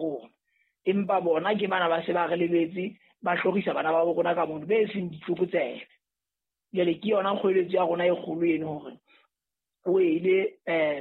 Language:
Southern Sotho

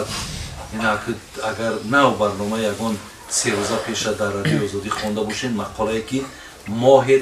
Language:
Tajik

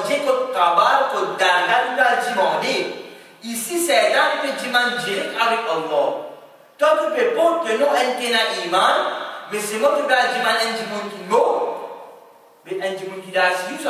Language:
French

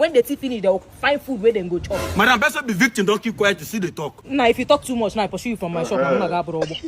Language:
Nigerian Pidgin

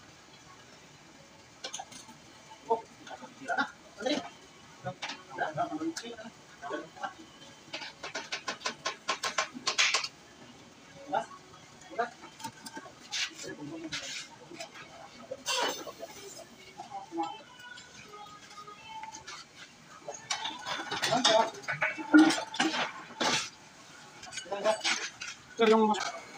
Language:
Filipino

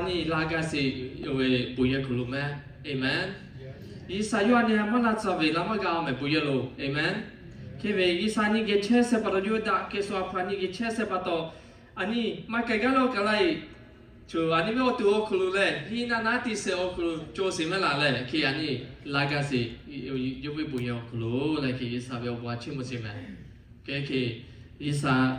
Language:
Lahu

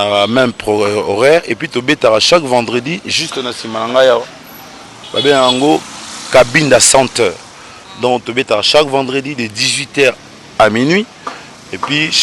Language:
Lingala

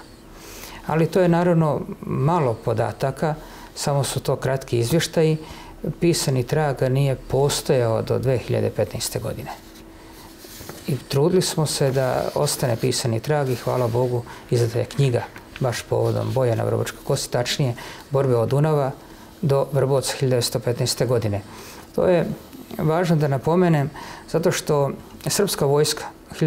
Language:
Serbian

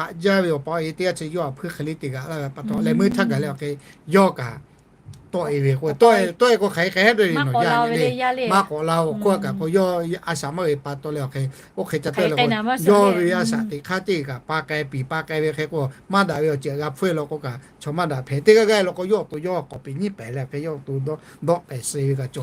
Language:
Lahu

